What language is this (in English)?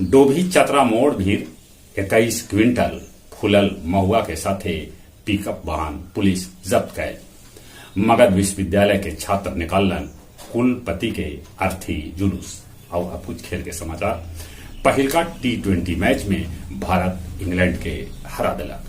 Magahi